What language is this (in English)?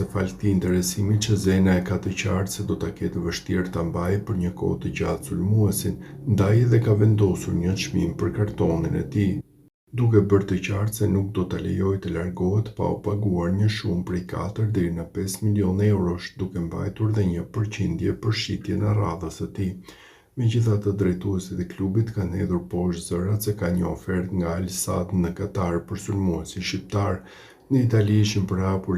Albanian